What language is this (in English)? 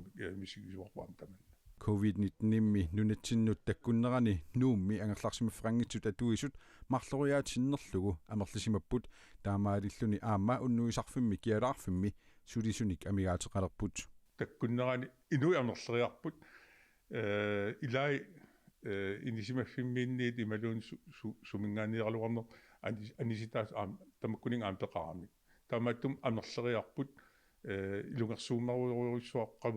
Kalaallisut